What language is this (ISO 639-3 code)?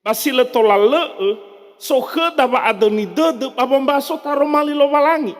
nia